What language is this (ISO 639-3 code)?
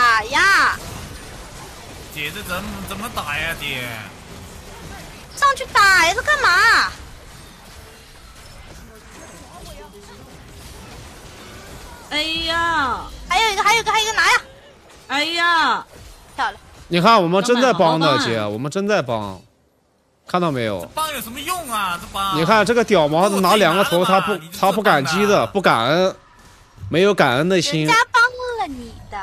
zho